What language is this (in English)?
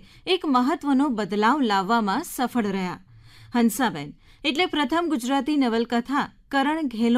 Gujarati